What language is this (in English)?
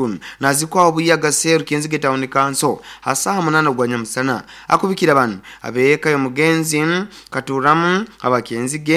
Nyoro